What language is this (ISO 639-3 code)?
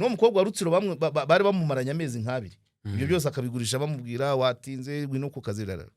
kin